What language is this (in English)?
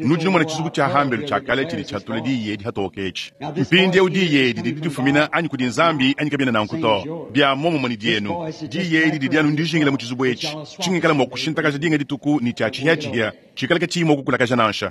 Luba-Lulua